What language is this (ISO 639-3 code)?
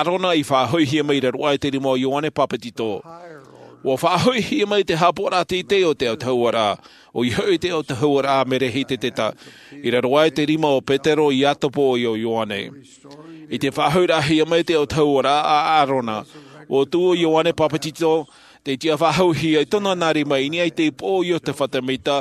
tah